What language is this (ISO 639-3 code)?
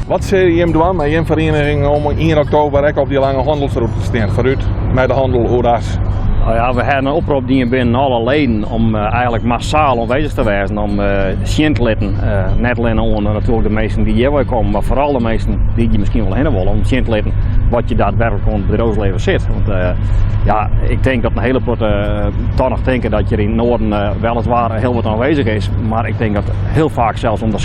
fry